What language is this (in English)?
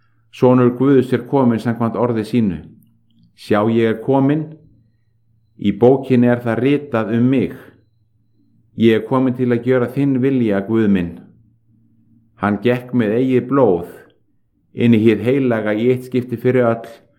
Icelandic